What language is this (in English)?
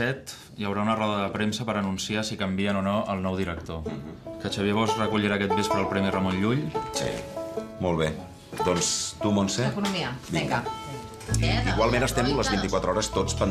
Catalan